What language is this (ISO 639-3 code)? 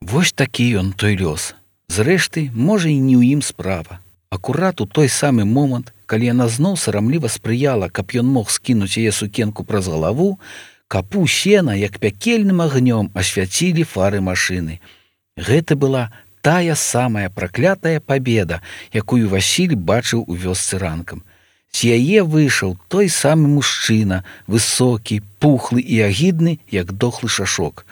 bel